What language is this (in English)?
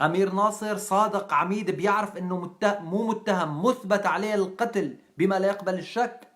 North Levantine Arabic